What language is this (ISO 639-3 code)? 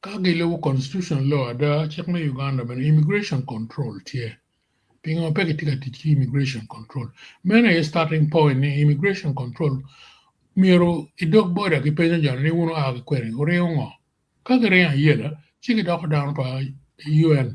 ach